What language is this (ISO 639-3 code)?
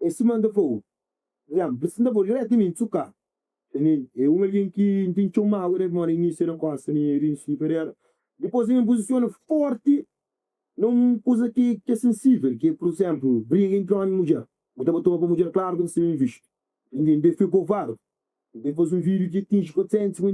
kea